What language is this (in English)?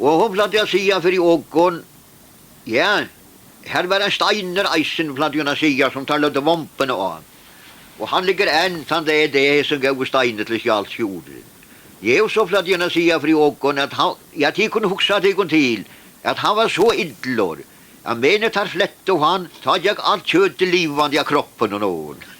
Faroese